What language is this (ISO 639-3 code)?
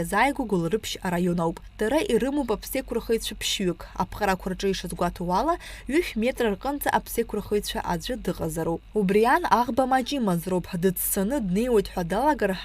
abk